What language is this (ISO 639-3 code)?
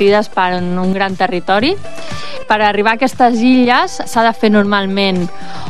cat